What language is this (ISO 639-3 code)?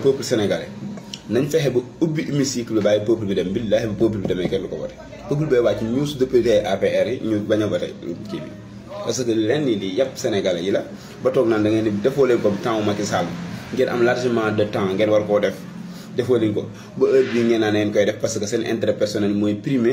wol